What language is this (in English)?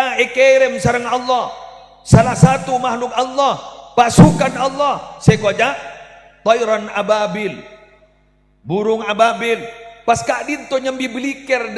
Madurese